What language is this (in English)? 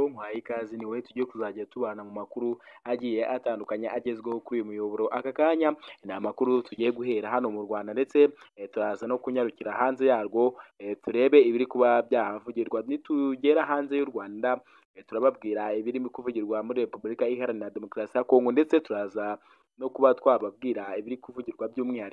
Kinyarwanda